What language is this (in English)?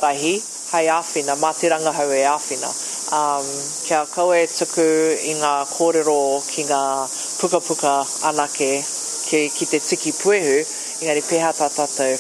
Māori